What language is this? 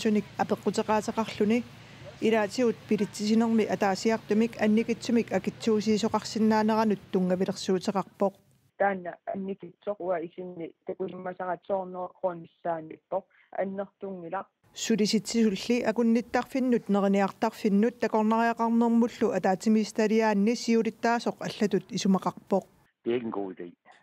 Kalaallisut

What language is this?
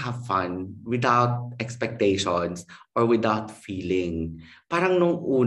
Filipino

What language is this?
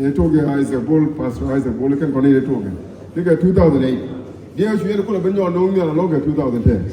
Nuer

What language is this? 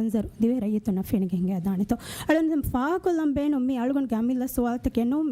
Divehi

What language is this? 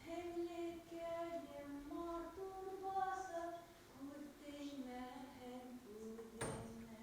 Bashkir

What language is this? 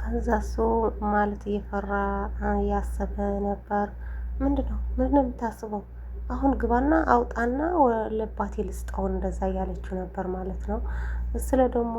Amharic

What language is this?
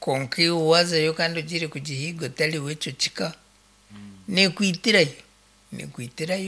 Nyankole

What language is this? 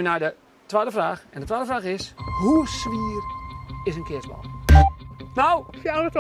Western Frisian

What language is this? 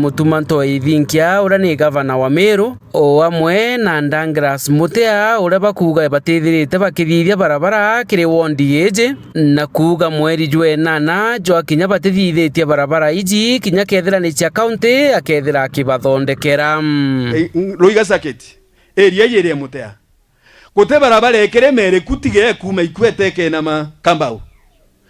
Meru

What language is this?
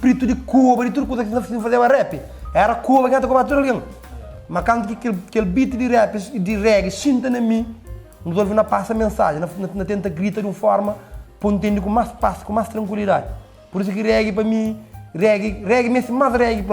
Kabuverdianu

